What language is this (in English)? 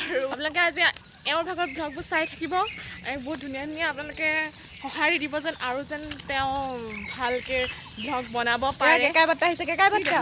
Assamese